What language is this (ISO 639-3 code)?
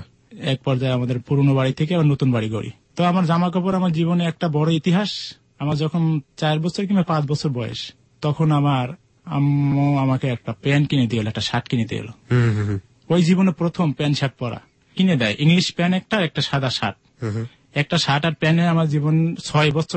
ben